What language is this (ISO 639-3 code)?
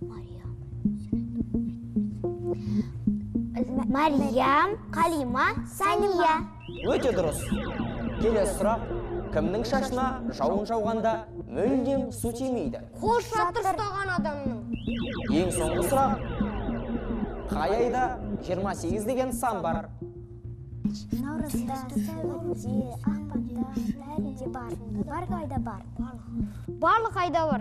kaz